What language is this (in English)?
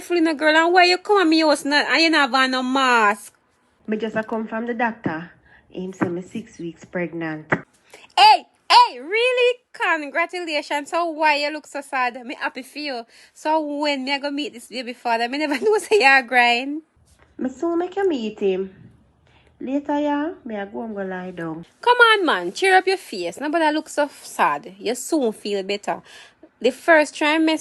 Jamaican Creole English